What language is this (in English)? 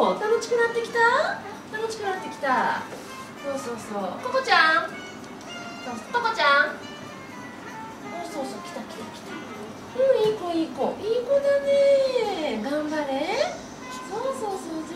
Japanese